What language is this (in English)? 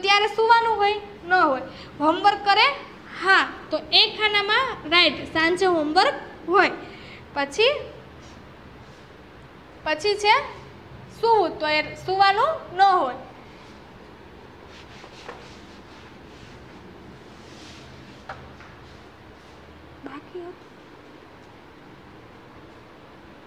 Gujarati